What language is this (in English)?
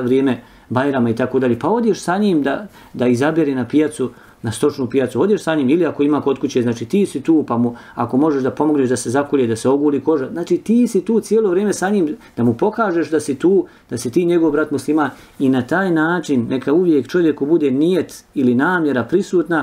Bosnian